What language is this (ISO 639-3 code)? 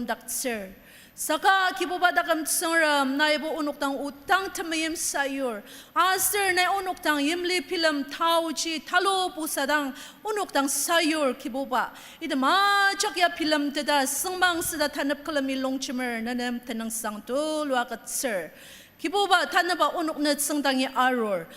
njo